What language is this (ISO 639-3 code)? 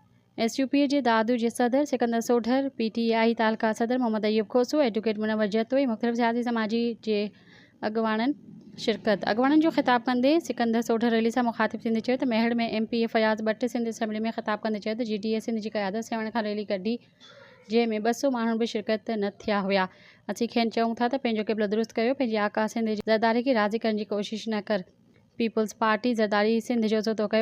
snd